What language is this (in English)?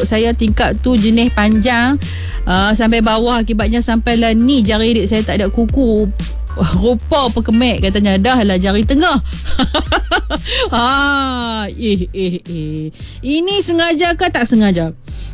Malay